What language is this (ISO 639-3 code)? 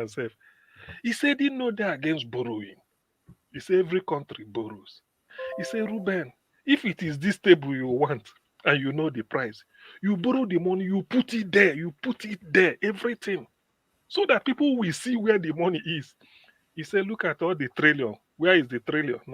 pcm